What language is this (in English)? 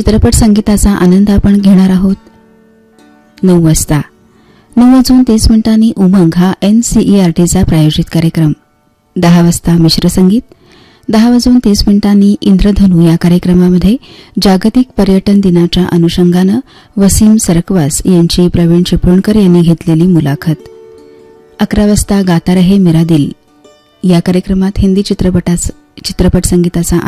Marathi